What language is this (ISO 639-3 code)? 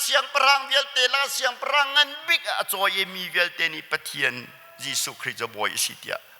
cnh